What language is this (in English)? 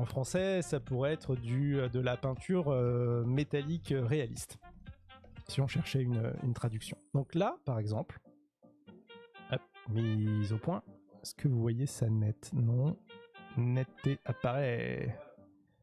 French